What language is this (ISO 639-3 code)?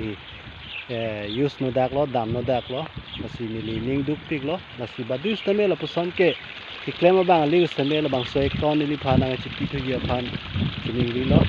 mjw